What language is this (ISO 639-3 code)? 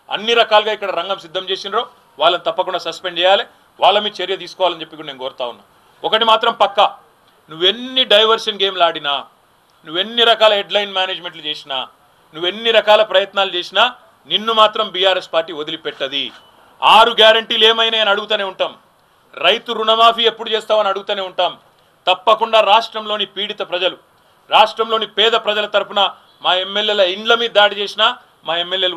tel